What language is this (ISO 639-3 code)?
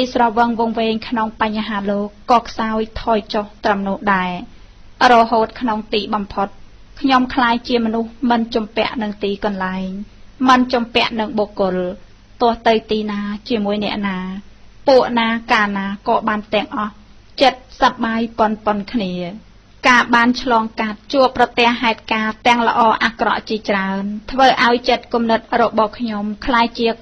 khm